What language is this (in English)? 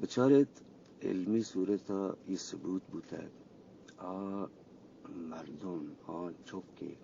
Eastern Balochi